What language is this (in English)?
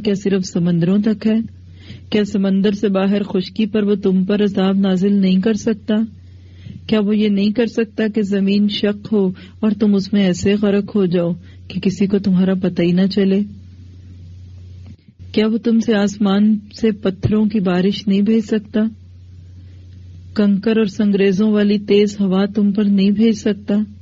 Urdu